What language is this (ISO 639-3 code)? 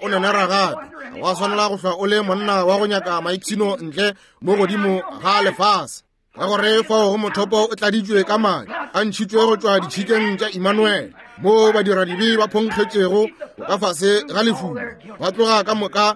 nso